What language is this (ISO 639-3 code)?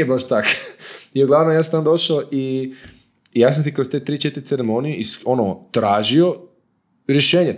hrv